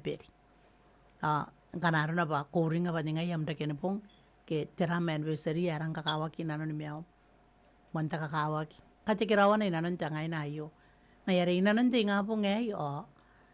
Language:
Gilbertese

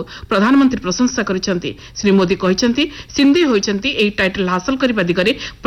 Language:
Odia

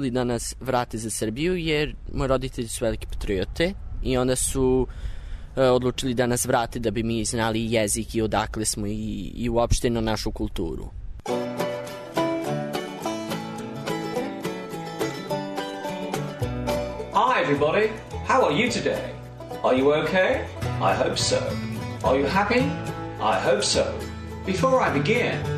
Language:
Serbian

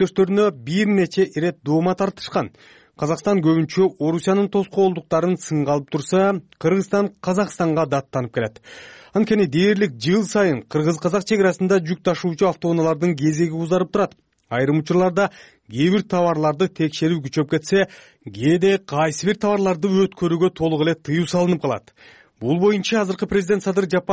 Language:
Kyrgyz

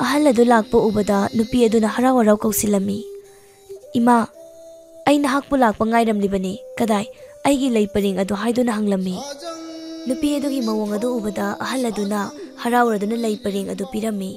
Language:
Manipuri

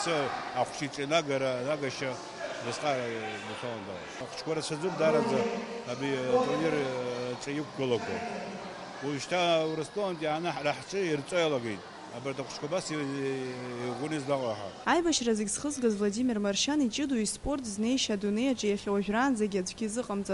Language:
Abkhazian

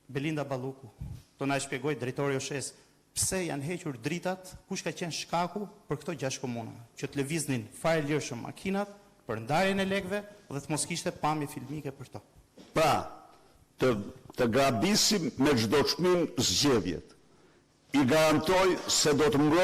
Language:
Albanian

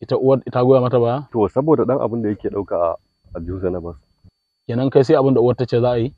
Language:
Hausa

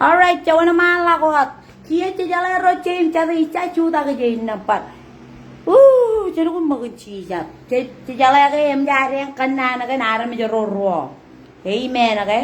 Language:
Marshallese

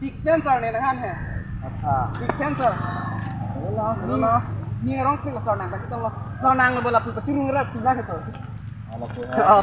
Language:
Karbi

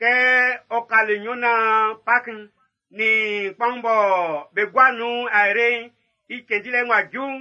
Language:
Baoulé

